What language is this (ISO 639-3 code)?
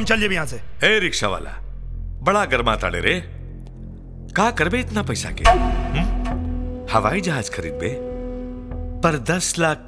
bho